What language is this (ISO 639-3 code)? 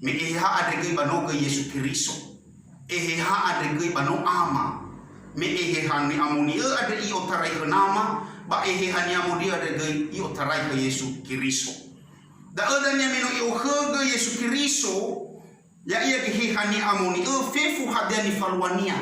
nia